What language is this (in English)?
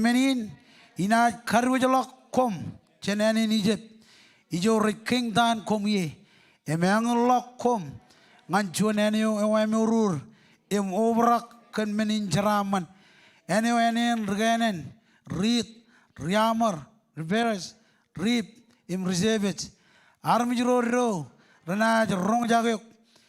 Marshallese